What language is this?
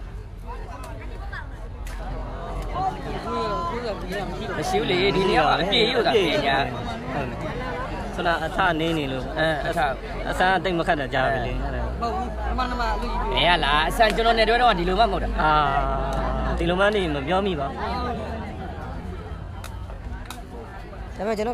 Burmese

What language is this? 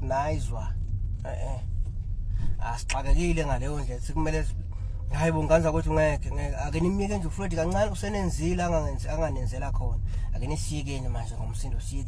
Zulu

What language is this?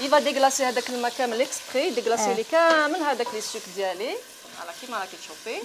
Algerian Arabic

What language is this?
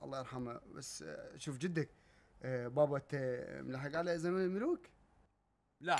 Mesopotamian Arabic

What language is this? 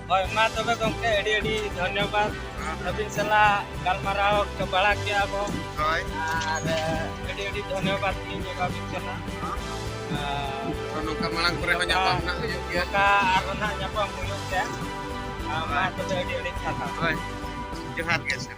Santali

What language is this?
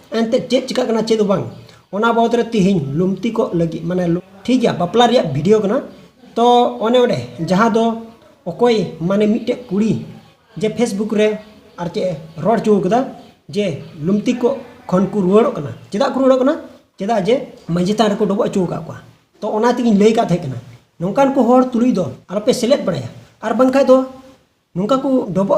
Santali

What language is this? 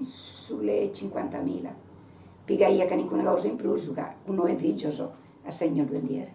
Sardinian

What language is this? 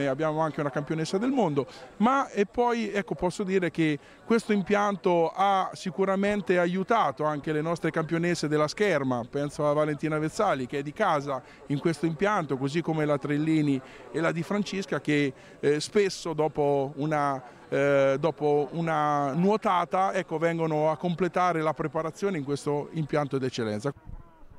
Italian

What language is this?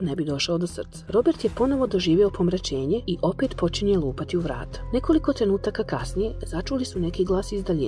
Croatian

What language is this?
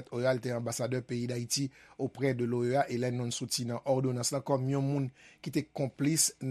Haitian Creole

